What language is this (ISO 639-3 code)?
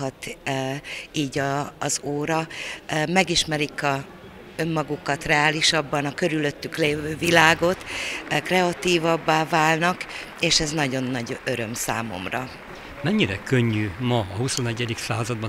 hun